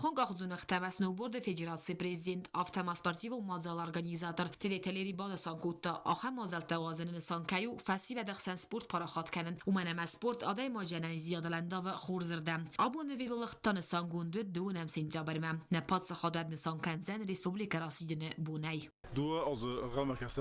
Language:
Ossetic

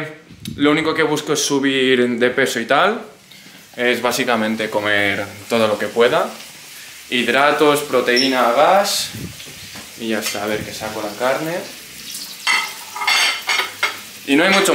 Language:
Spanish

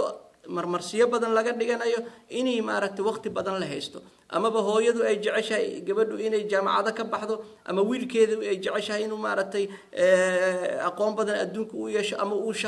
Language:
Somali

